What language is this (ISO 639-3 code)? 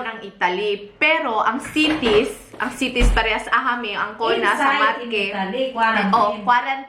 ceb